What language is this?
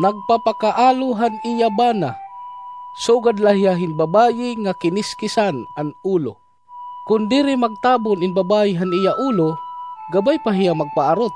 Waray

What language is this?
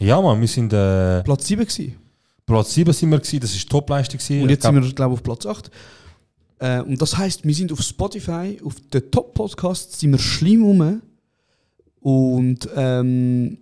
Swiss German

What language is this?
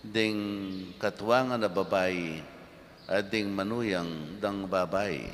Pampanga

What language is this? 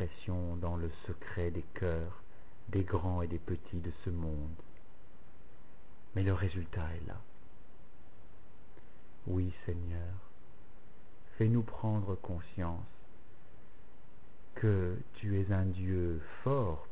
French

